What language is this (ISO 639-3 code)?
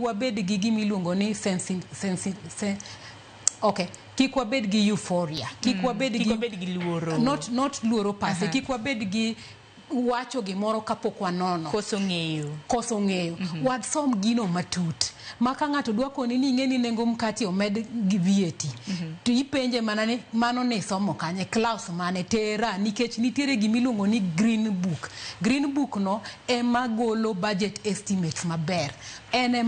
luo